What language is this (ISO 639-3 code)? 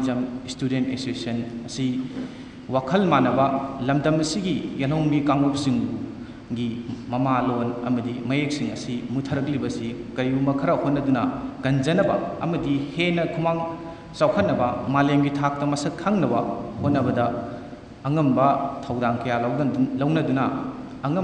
mni